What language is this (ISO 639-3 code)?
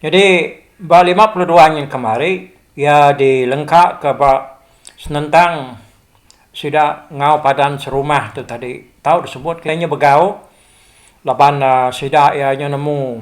iba